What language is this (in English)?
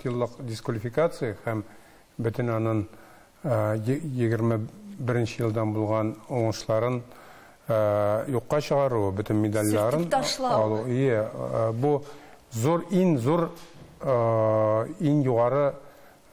Tatar